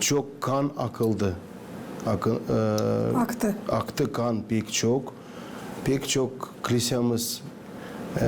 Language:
Gagauz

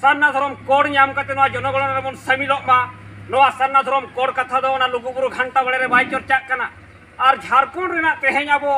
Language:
Santali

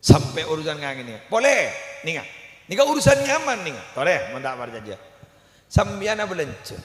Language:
Madurese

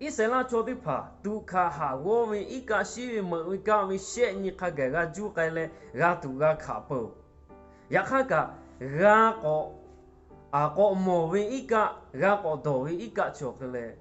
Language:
Lahu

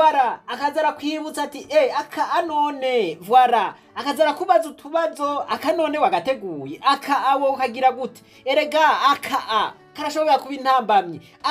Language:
Rundi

